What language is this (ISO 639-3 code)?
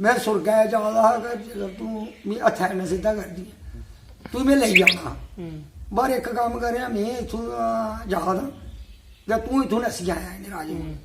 doi